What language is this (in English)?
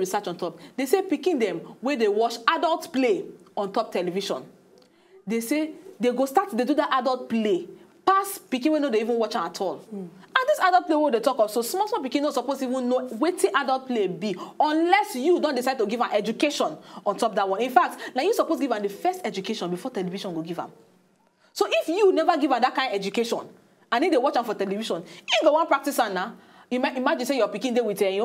Nigerian Pidgin